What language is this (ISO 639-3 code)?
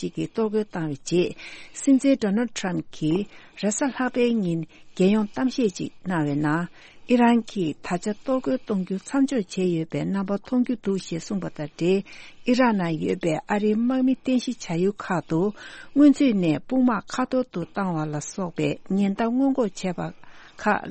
bod